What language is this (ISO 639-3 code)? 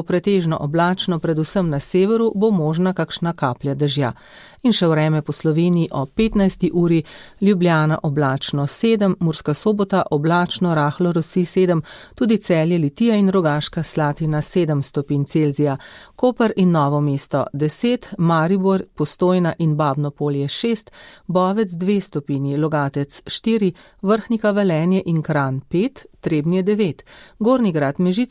slv